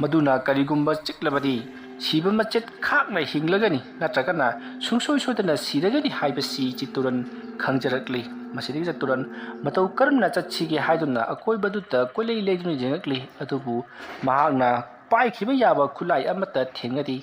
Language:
Manipuri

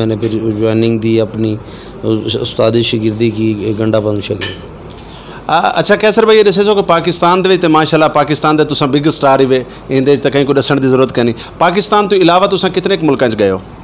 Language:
Saraiki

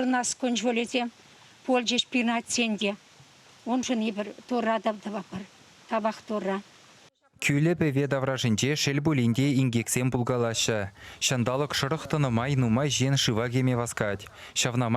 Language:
Chuvash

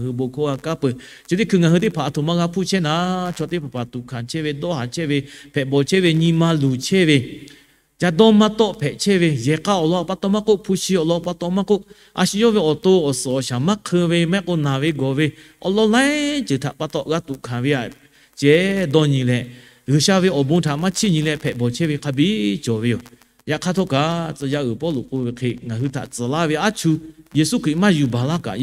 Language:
Lahu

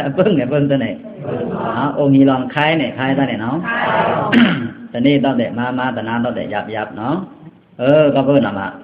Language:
Pa'o Karen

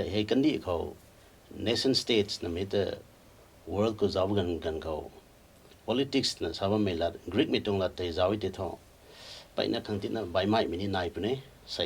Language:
Rongmei Naga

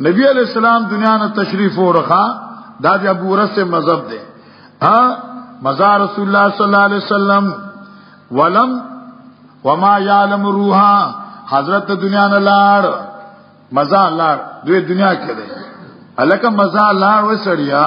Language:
Pashto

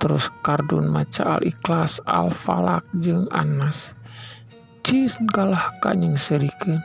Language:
Sundanese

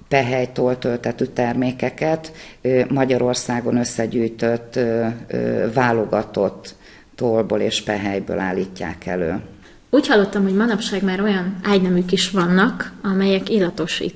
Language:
Hungarian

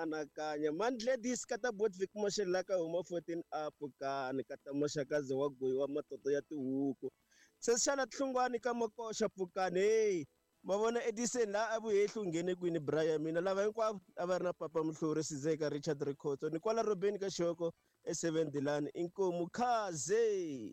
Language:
Tsonga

